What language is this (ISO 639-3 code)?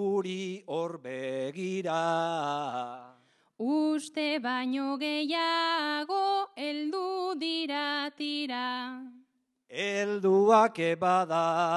eus